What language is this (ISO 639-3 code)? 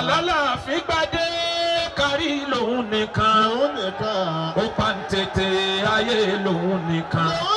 yor